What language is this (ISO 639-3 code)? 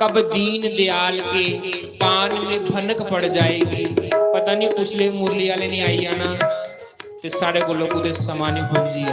doi